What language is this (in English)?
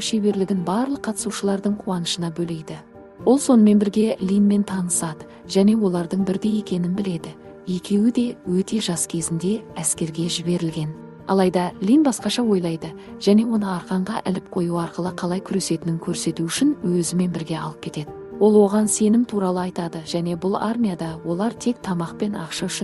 Kazakh